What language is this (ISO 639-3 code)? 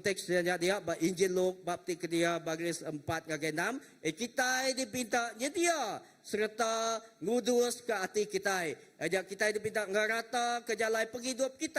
iba